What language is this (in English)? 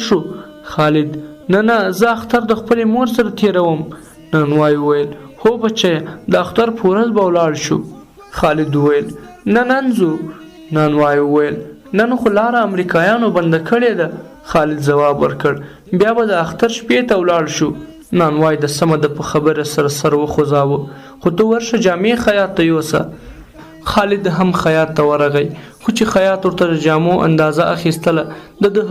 Pashto